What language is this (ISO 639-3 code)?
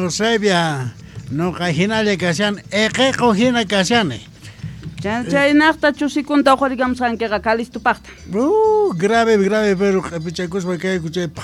que